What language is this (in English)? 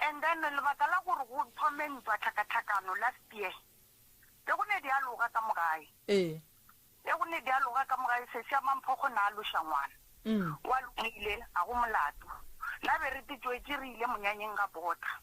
Northern Sotho